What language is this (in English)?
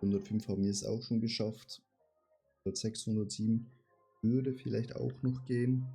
Swiss German